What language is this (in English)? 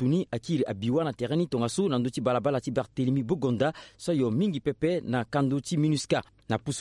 Sango